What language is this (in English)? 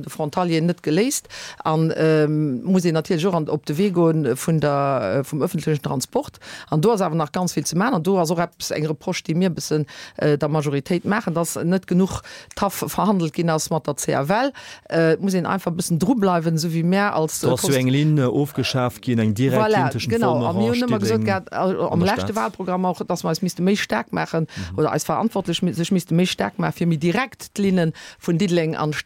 Luxembourgish